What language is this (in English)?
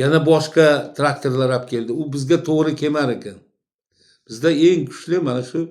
Uzbek